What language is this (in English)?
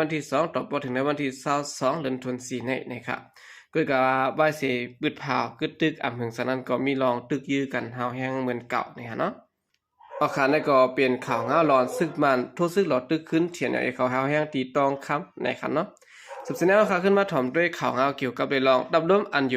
Shan